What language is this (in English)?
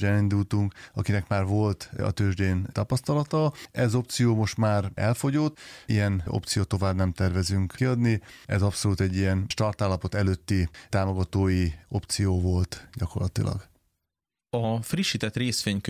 Hungarian